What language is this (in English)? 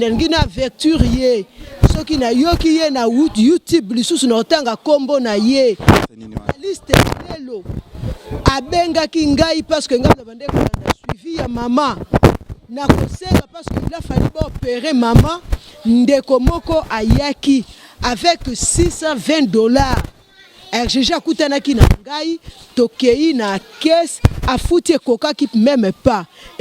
Lingala